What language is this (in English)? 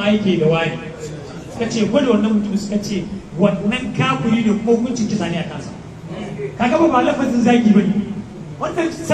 Hausa